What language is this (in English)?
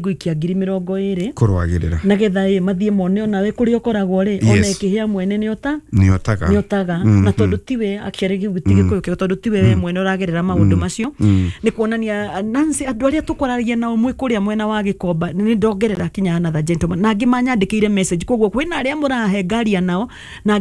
Kikuyu